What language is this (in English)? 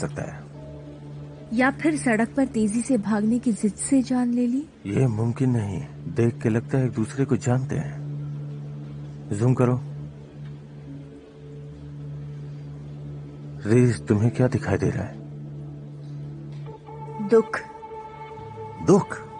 Hindi